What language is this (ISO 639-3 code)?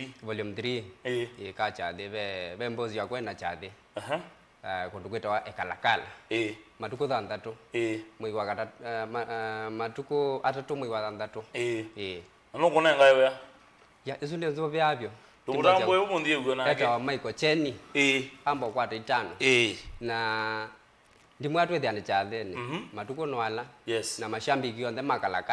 kam